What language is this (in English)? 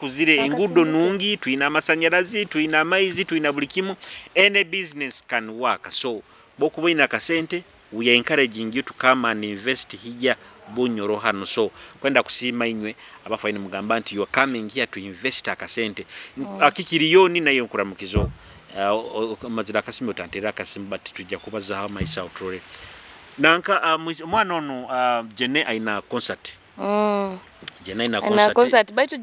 Nyoro